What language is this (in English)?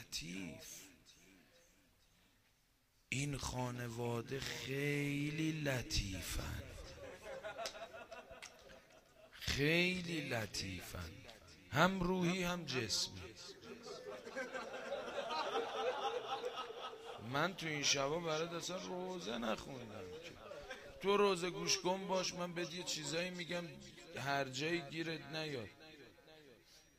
Persian